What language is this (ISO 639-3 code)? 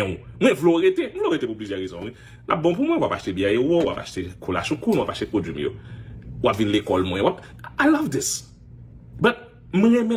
hat